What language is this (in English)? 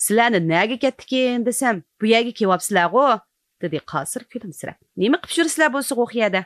Uyghur